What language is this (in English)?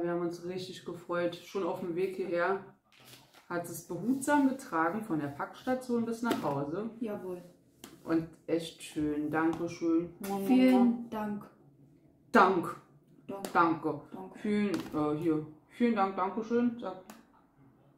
German